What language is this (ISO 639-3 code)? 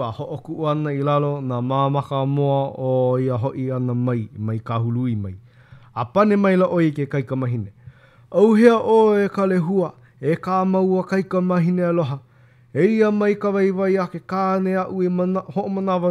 haw